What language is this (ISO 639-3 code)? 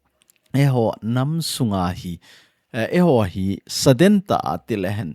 tcz